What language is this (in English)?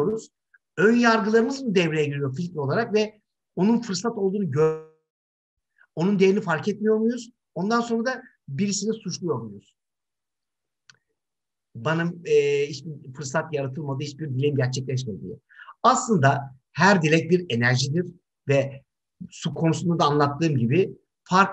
Turkish